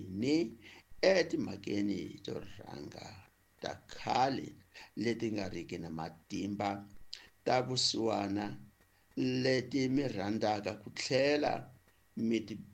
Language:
Tsonga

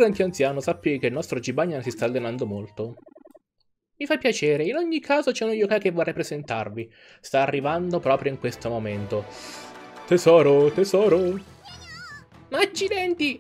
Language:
Italian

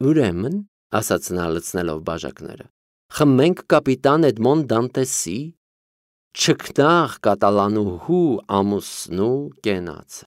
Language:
Armenian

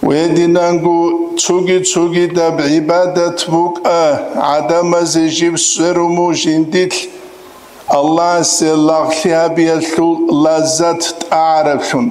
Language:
Avaric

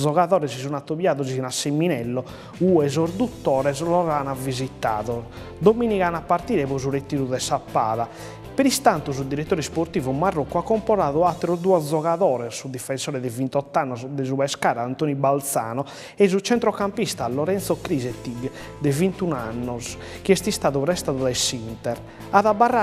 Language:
Sardinian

